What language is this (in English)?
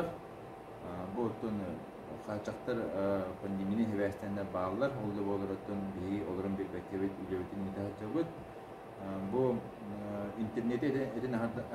Yakut